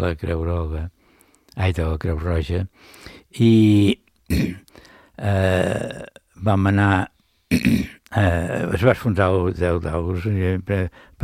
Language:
Catalan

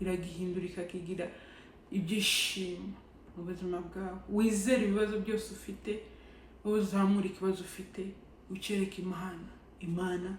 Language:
Kinyarwanda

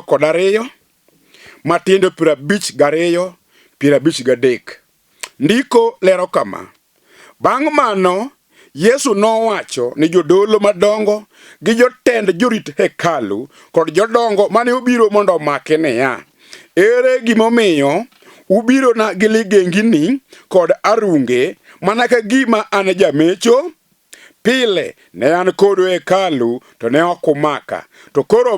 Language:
Luo (Kenya and Tanzania)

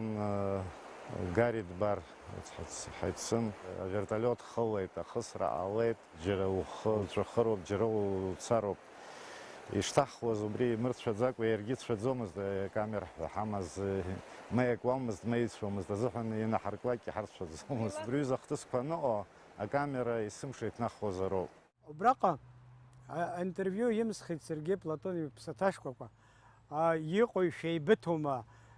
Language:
Abkhazian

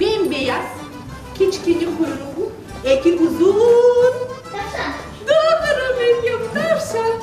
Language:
Crimean Tatar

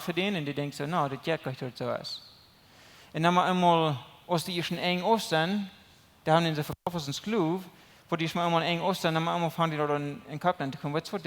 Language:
Plautdietsch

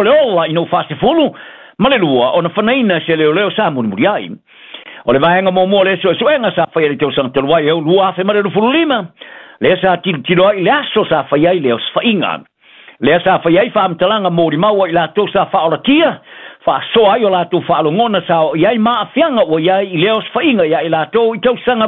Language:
Samoan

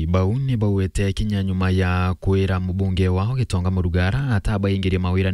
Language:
Meru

